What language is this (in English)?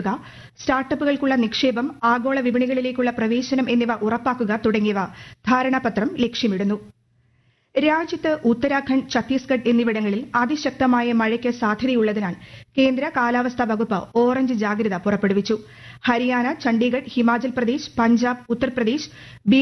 Malayalam